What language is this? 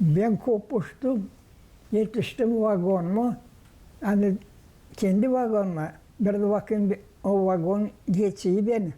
Gagauz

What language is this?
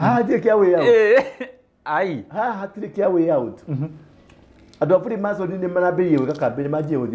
Kikuyu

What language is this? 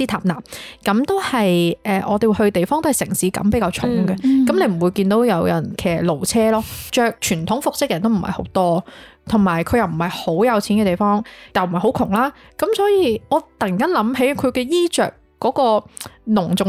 Cantonese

